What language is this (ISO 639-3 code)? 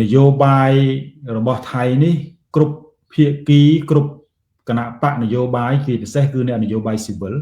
khm